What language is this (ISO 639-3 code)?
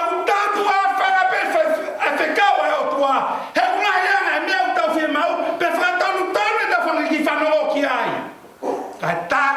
ton